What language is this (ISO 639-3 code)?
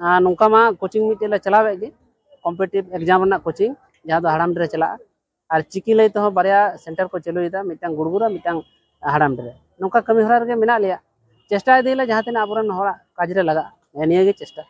sat